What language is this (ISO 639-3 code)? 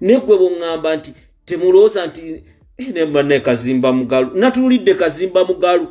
lug